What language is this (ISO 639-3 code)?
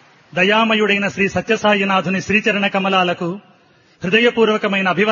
tel